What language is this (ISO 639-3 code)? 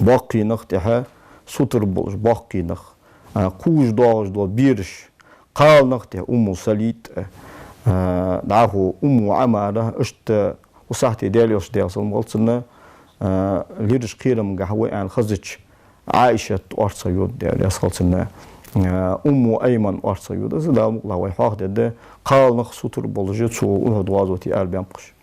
inh